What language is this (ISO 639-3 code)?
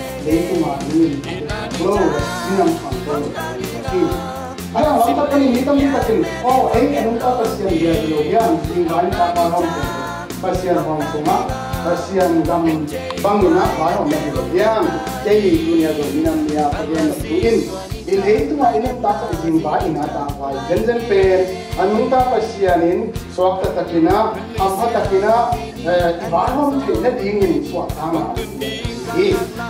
ctd